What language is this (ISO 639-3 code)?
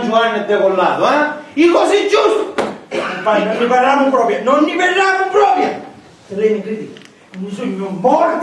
scn